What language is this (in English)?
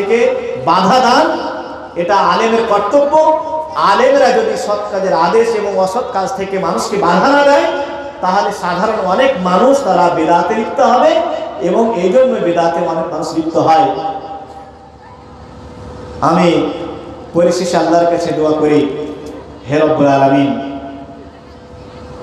Bangla